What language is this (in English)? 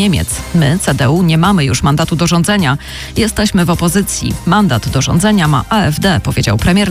Polish